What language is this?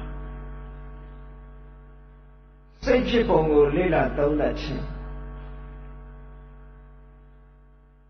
Burmese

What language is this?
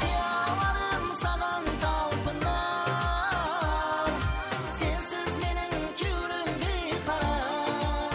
Kara-Kalpak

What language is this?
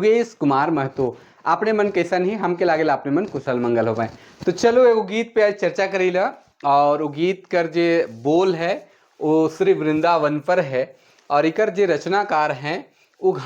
Sadri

